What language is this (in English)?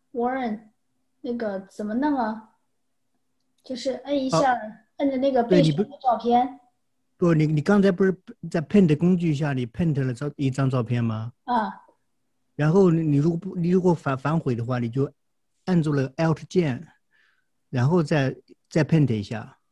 Chinese